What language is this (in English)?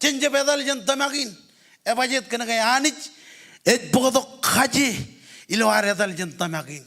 Marshallese